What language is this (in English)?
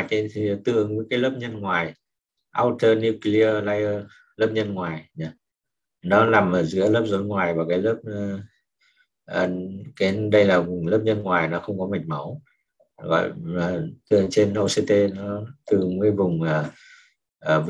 Vietnamese